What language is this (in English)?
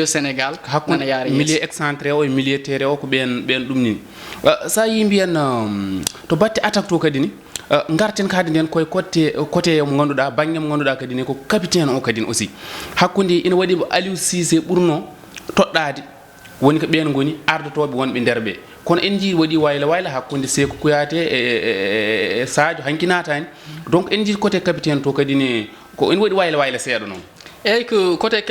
Fula